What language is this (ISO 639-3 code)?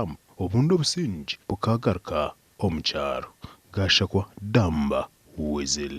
nyn